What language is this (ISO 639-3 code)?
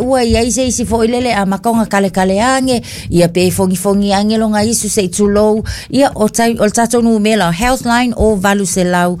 smo